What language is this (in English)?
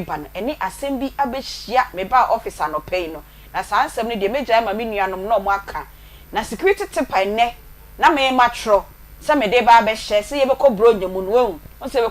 Akan